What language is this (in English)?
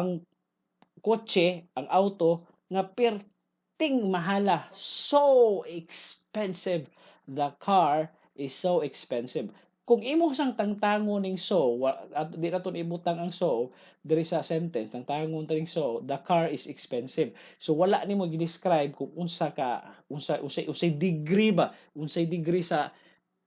Cebuano